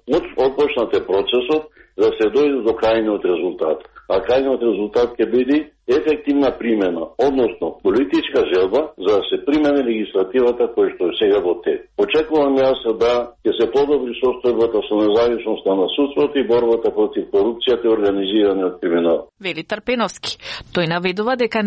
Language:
Macedonian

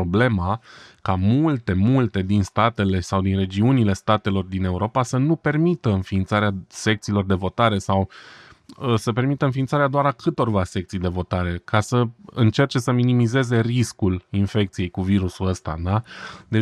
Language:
Romanian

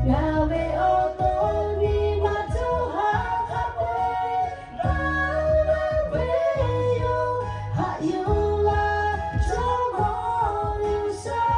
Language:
Lahu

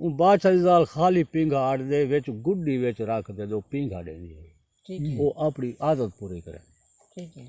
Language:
Saraiki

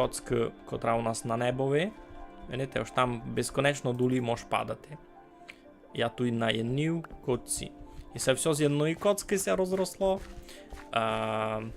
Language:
Rusyn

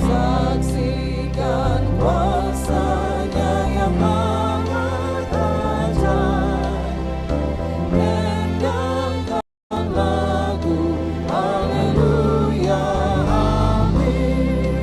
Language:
Ambonese Malay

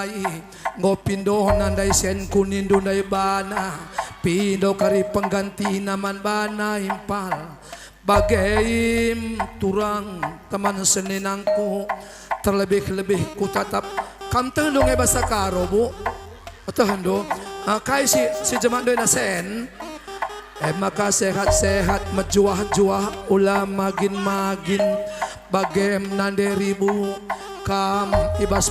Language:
Batak Karo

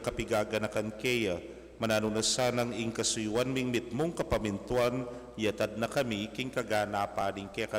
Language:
Pampanga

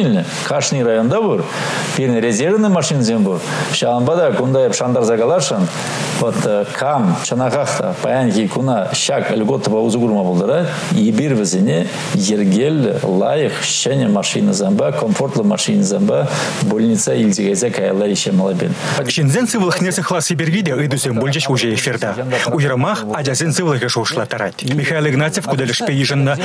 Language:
Chuvash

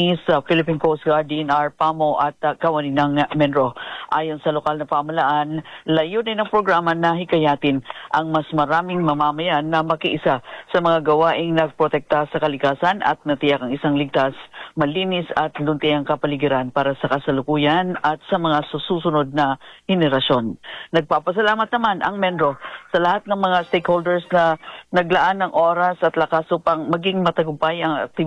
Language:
Filipino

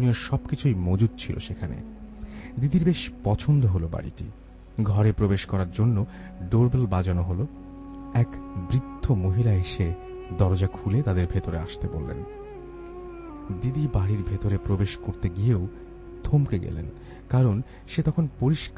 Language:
Bangla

